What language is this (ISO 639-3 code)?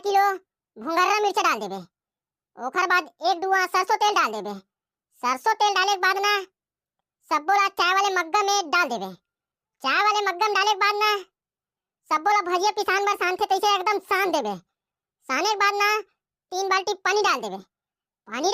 hne